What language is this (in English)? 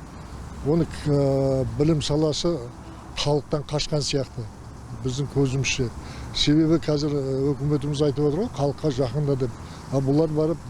Kazakh